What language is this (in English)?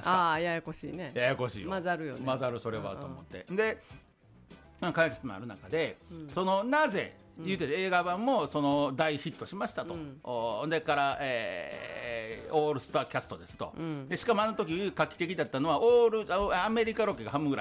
Japanese